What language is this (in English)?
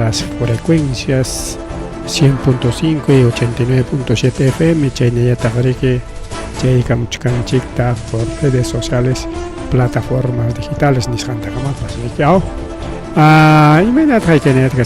Ayacucho Quechua